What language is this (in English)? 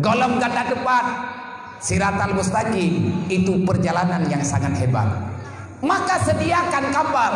Achinese